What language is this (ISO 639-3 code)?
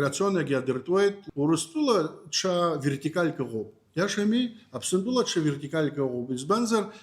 abk